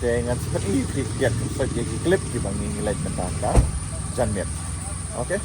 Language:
Khasi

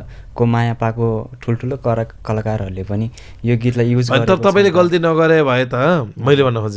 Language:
Nepali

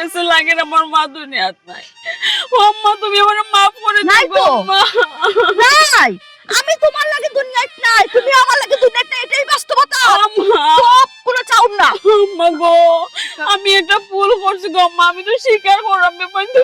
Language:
Sylheti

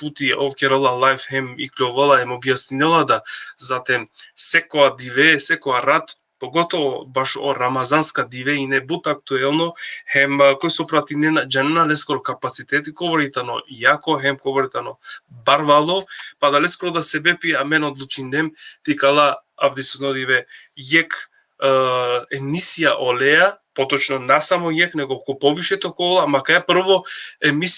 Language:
Balkan Romani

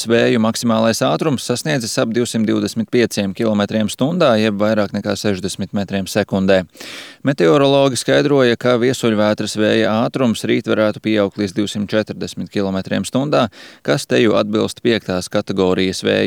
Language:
Latvian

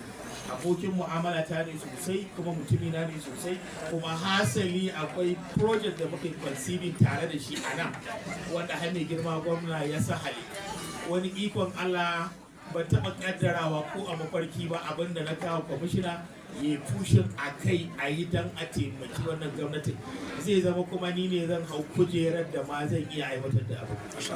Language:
Hausa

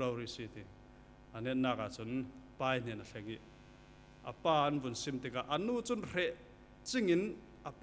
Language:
Falam Chin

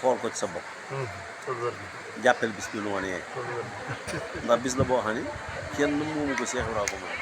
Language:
Wolof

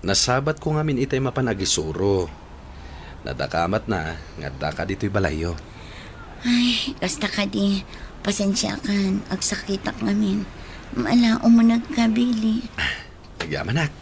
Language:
Iloko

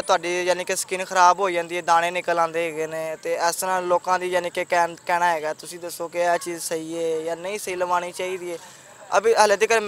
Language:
Western Panjabi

